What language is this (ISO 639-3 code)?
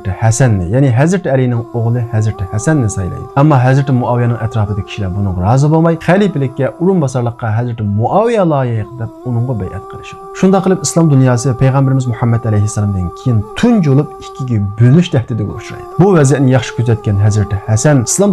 uig